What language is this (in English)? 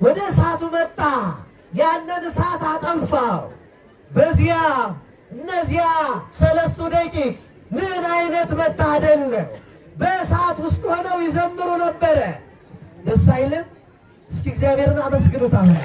Amharic